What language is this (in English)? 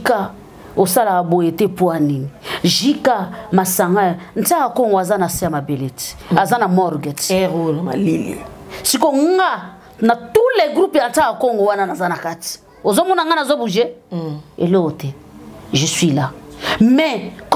Lingala